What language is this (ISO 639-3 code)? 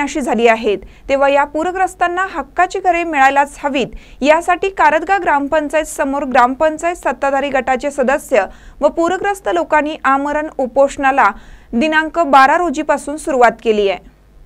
mar